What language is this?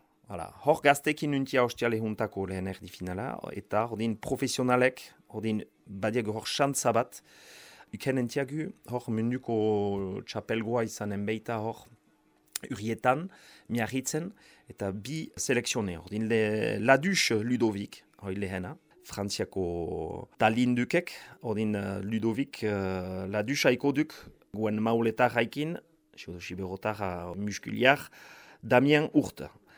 Basque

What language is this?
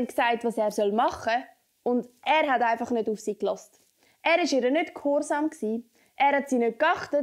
Swiss German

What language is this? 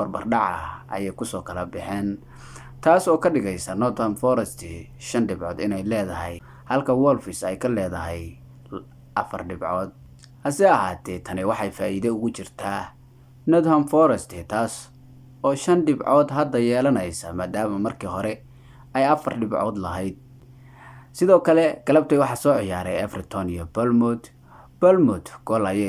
Somali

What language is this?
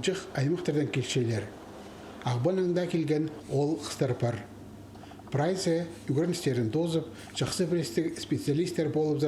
Khakas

